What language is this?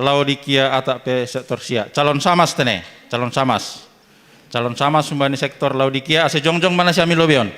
Batak Simalungun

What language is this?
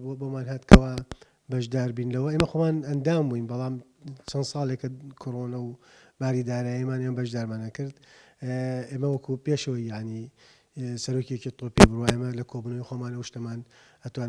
Central Kurdish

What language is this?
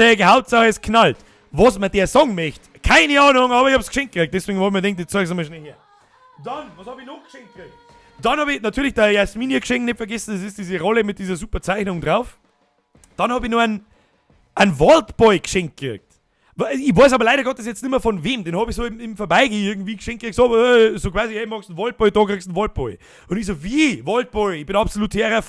Bavarian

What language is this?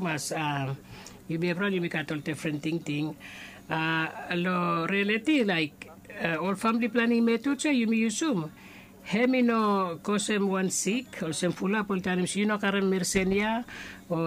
Bislama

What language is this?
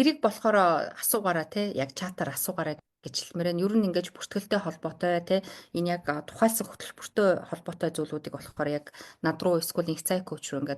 Mongolian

